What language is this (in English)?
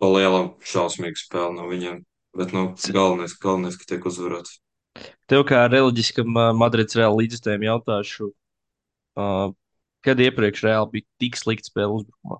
Latvian